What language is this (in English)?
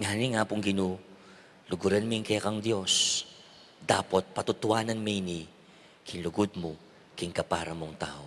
Pampanga